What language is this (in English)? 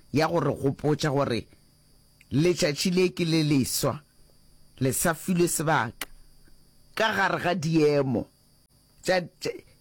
Northern Sotho